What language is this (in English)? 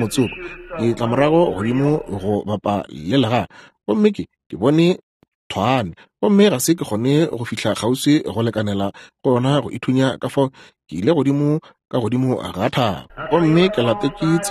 Northern Sotho